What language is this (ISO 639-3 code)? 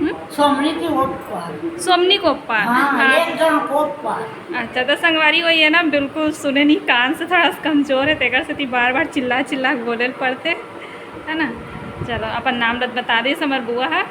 hne